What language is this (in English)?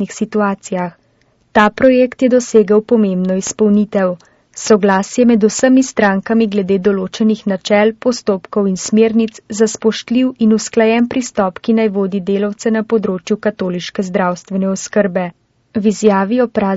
Slovenian